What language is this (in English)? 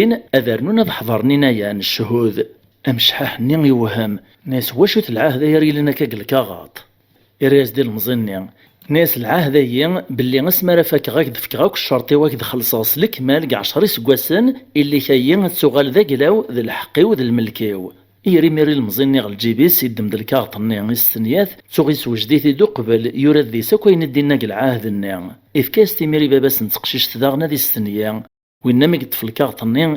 Kabyle